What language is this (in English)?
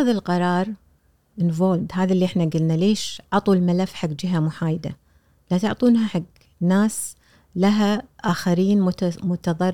Gulf Arabic